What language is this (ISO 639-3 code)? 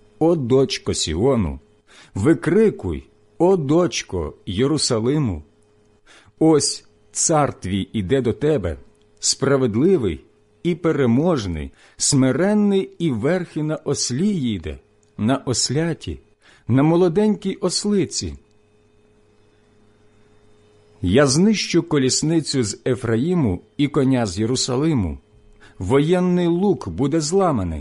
ukr